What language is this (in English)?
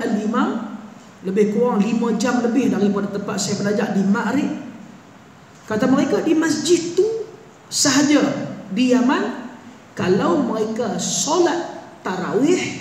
Malay